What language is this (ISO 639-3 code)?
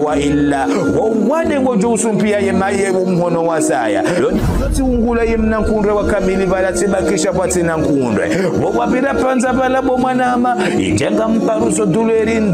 zdj